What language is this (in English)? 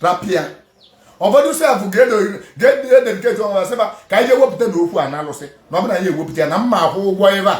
Igbo